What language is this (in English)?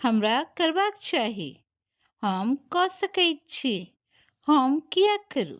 Maithili